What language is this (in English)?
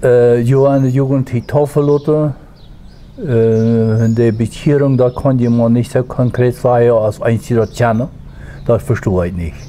Plautdietsch